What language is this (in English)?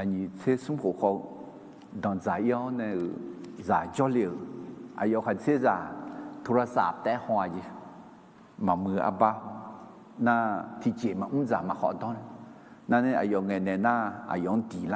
Akha